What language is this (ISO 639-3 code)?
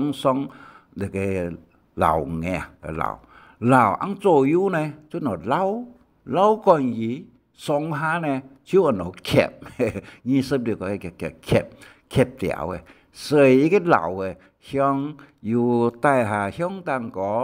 hak